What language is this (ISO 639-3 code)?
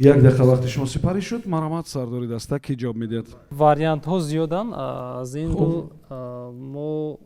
tgk